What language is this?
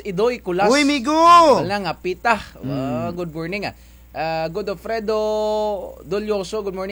Kinaray-a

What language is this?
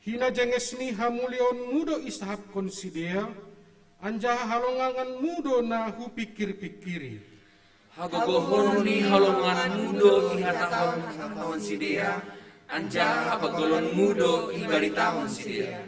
Batak Simalungun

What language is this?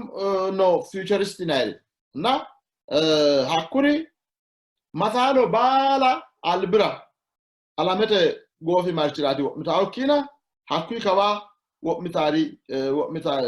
Sidamo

